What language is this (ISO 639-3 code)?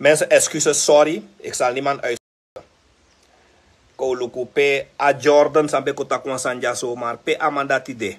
srn